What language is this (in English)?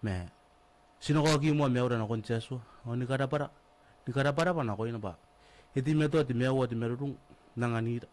Gilbertese